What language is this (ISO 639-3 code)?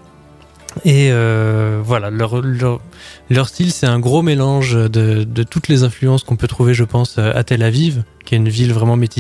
fra